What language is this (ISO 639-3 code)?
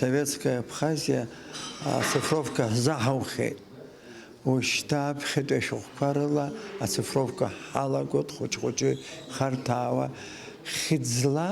abk